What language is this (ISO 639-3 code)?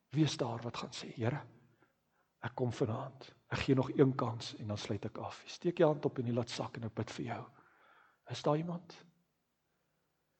afr